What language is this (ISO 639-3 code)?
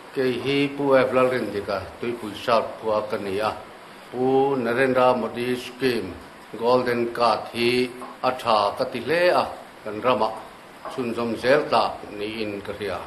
lus